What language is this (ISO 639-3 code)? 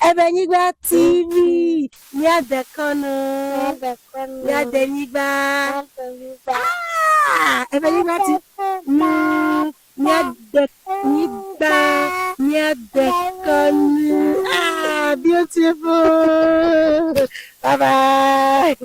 ewe